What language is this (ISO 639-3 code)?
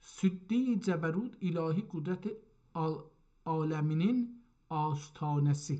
azb